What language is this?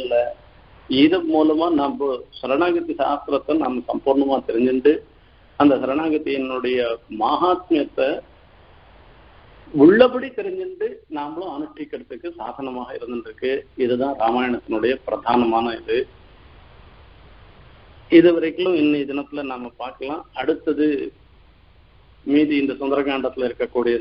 Tamil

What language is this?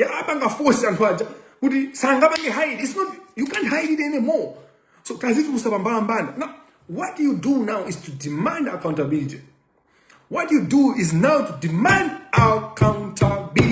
Nyanja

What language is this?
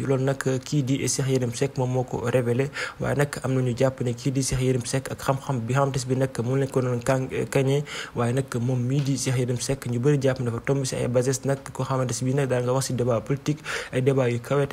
Wolof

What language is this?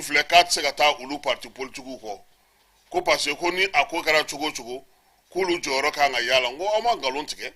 Bambara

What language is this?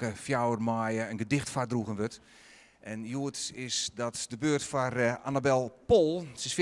Western Frisian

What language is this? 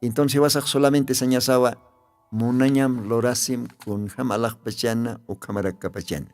Aymara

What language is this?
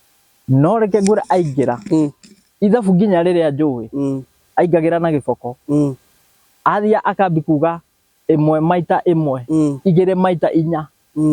Kikuyu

